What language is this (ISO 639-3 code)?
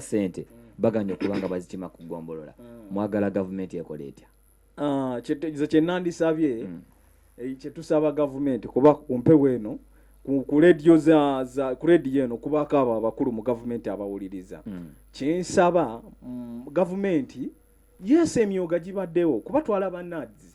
lug